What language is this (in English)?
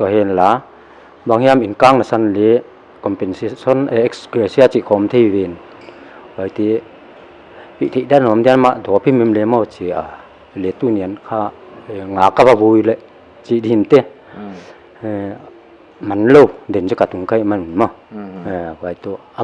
Paite Chin